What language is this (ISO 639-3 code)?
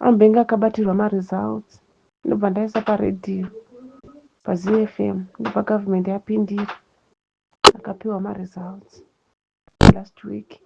sna